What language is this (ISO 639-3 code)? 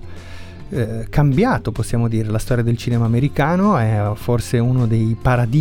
ita